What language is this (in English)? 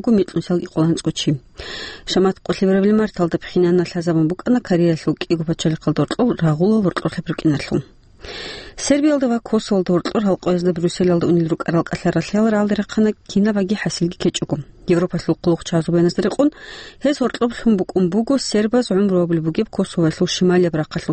Avaric